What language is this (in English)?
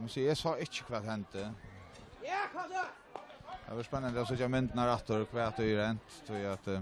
Faroese